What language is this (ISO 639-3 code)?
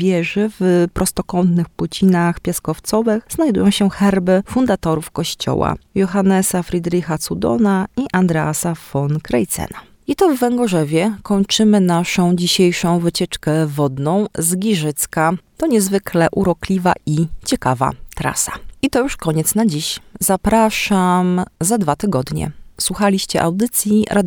pol